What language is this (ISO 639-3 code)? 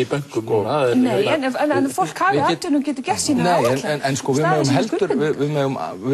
isl